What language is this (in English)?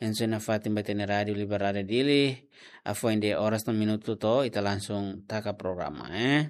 Tetum